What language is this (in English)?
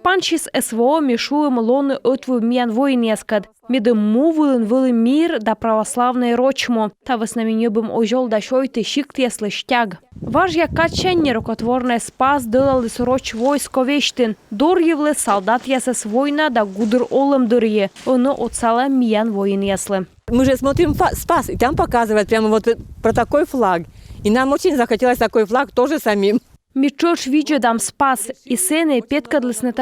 Komi